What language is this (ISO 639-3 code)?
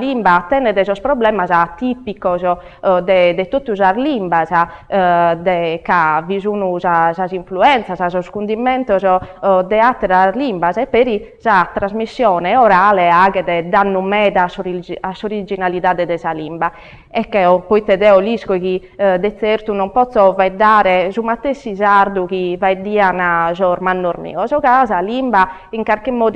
srd